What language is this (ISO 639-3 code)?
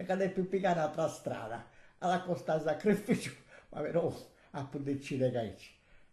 srd